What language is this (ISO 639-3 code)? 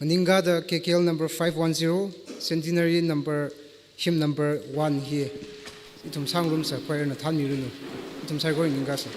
nmf